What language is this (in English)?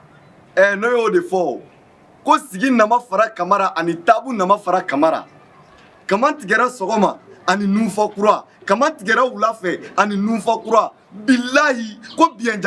Bambara